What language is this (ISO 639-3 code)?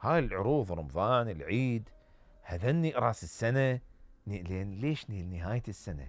acm